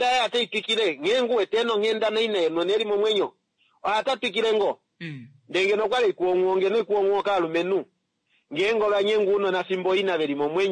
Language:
Kuanyama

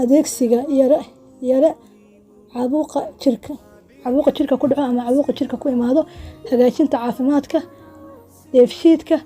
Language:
Somali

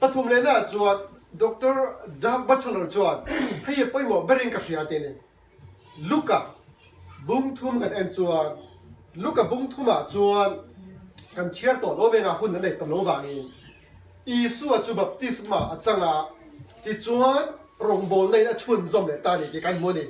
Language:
Mizo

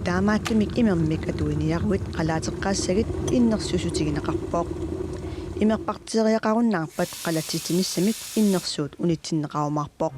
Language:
Kalaallisut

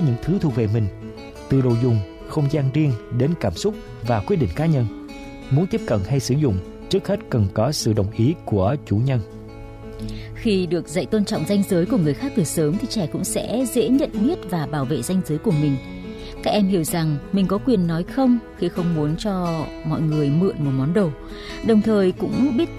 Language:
Vietnamese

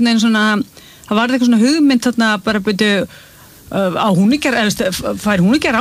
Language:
Icelandic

